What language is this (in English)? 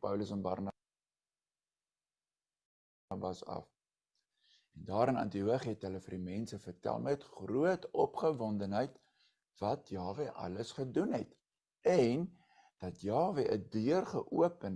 Afrikaans